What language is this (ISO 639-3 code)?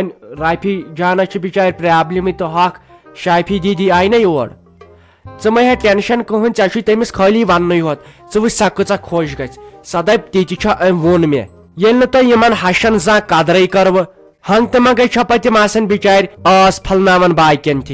kas